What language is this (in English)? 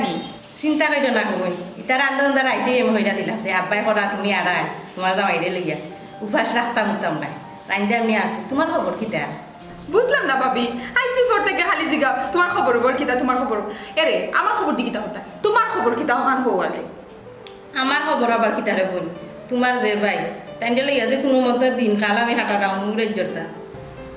Sylheti